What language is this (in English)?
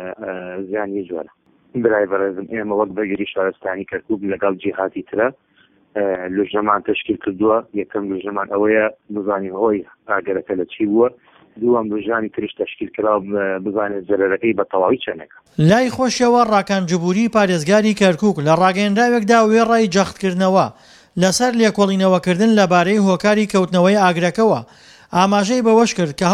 Central Kurdish